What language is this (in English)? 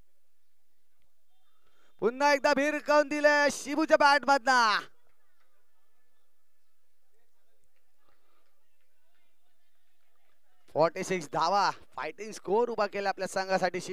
Marathi